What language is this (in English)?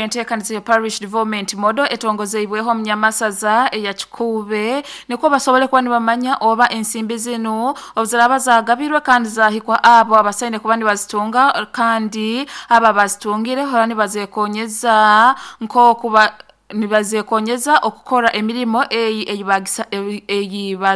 Nyoro